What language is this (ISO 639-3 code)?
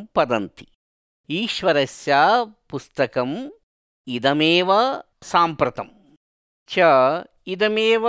san